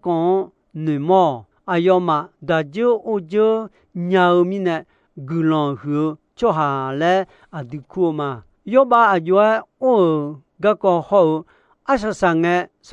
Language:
Akha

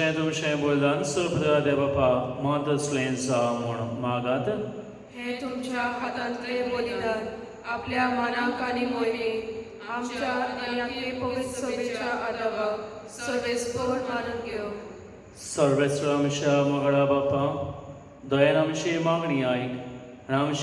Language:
Konkani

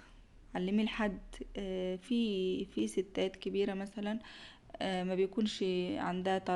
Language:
Egyptian Arabic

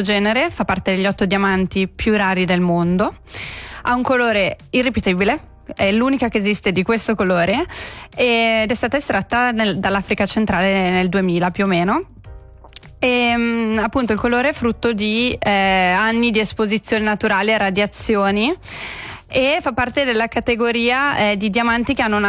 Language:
Italian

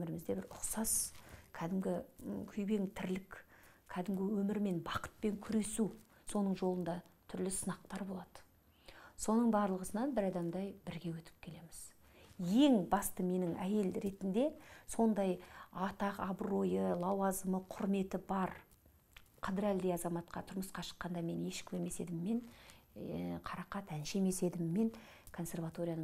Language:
Kazakh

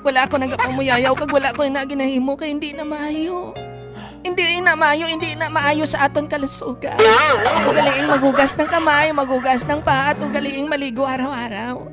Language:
Hiligaynon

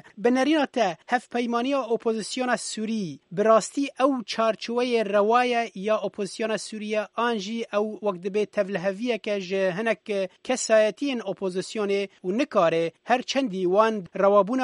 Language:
Kurdish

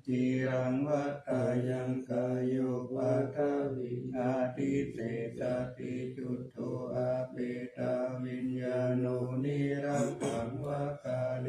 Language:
Pali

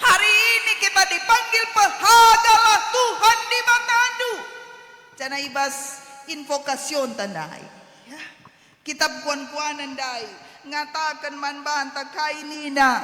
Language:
Batak Karo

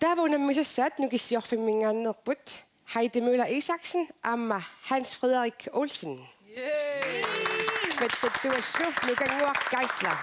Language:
Kalaallisut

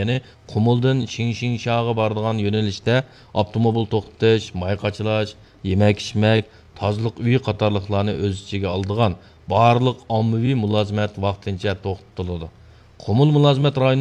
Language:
Uyghur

